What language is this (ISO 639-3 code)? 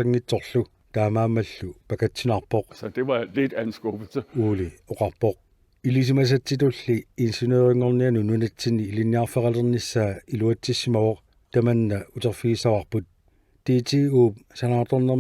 kal